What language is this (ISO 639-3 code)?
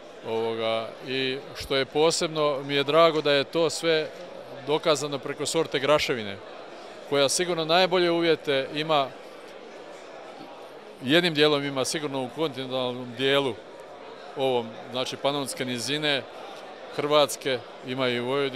hrv